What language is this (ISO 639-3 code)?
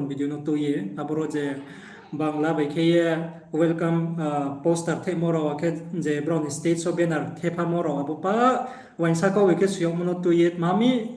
ria